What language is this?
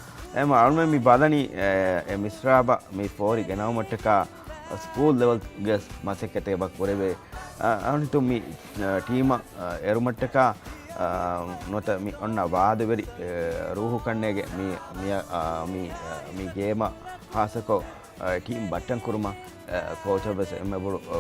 Divehi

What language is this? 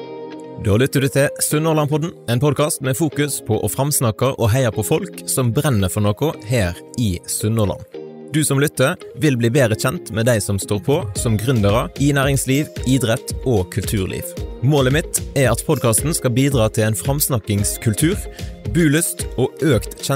Norwegian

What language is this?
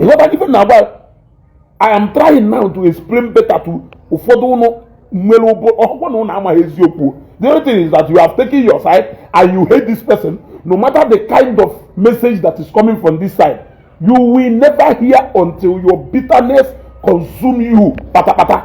Igbo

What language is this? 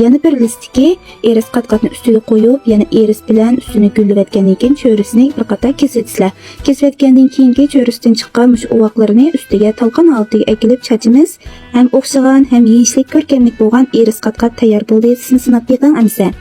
Uyghur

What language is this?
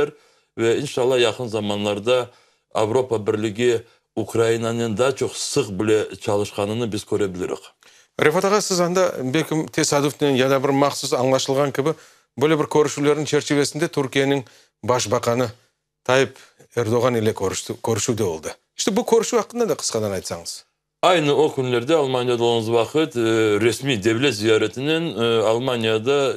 Crimean Tatar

